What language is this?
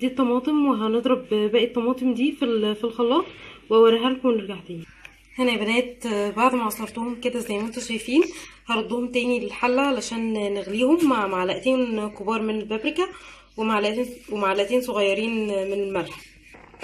Egyptian Arabic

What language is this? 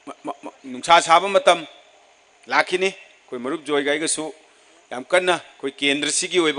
Manipuri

